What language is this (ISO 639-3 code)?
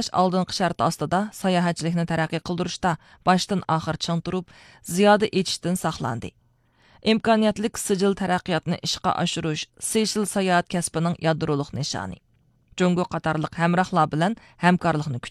uig